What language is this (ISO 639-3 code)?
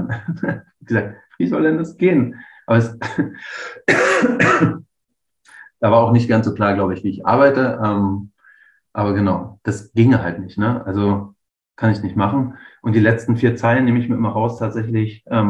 deu